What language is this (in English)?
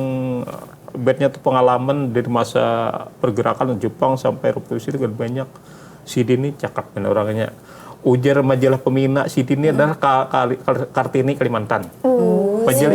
Banjar